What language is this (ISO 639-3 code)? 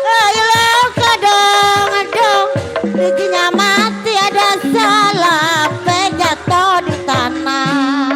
bew